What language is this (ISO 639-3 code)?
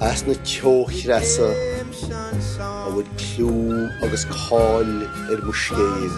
gle